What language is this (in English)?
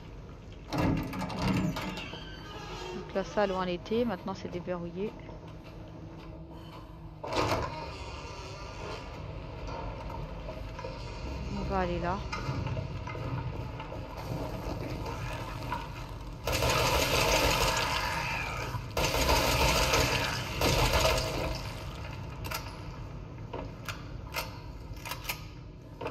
French